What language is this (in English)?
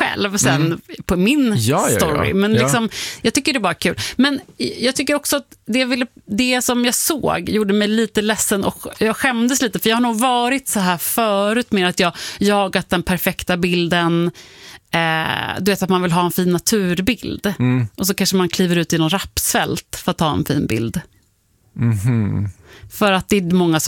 Swedish